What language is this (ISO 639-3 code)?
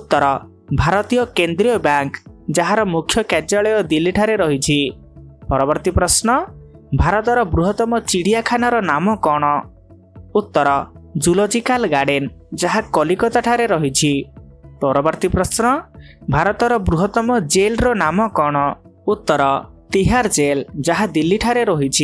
ori